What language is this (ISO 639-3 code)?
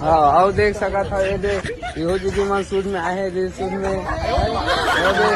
hne